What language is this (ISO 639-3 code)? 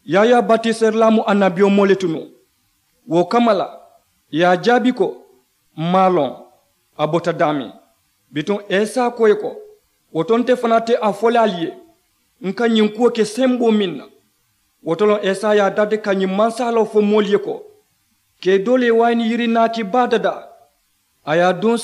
man